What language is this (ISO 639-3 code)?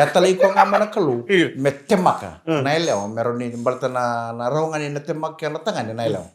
fij